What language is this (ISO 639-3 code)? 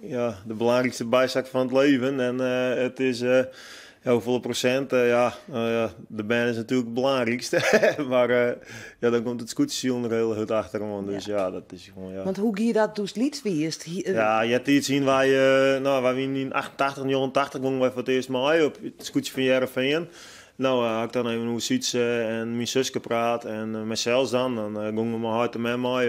fry